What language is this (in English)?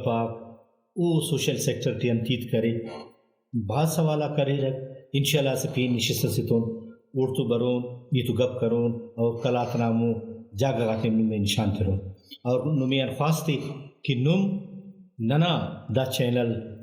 Brahui